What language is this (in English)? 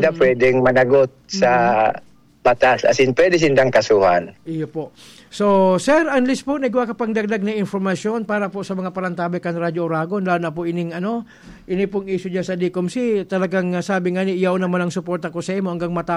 Bikol